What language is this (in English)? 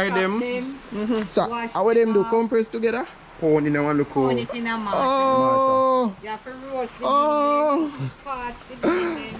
Jamaican Creole English